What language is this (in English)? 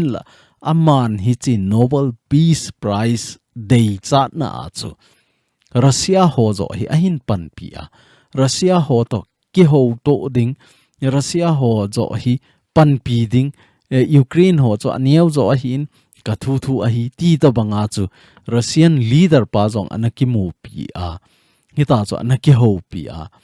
Thado Chin